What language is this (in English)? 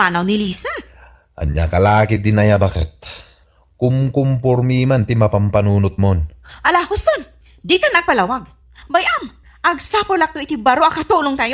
Iloko